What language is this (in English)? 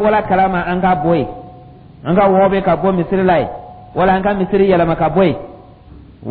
Dyula